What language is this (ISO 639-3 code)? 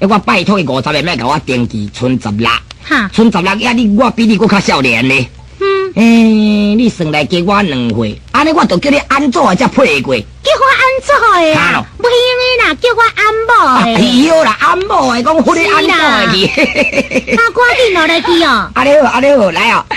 nan